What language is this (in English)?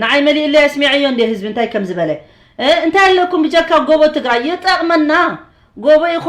Tigrinya